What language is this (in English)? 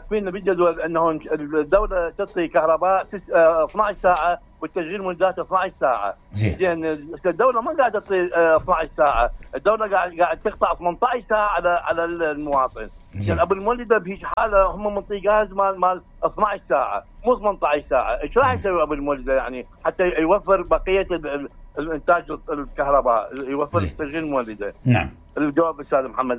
Mesopotamian Arabic